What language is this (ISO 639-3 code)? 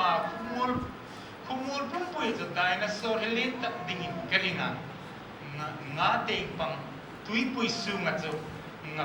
hmr